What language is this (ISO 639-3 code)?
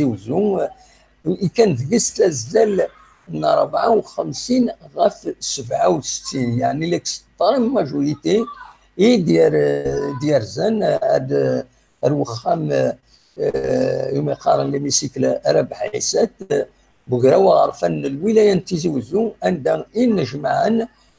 kab